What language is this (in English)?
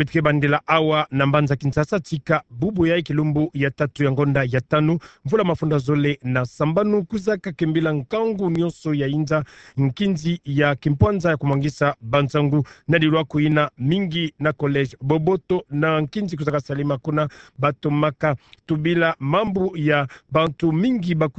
Kituba (Democratic Republic of Congo)